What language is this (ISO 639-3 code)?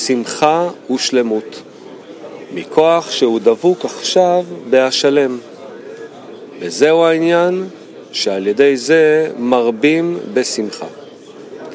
heb